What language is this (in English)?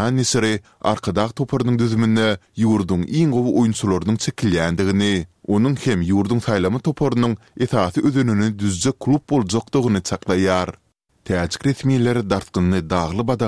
Turkmen